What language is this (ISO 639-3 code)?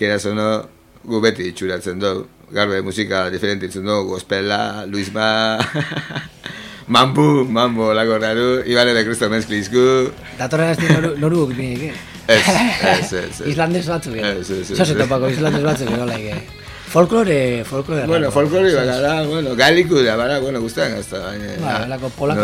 eus